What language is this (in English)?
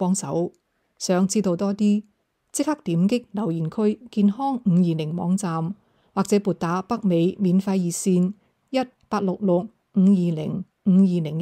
Cantonese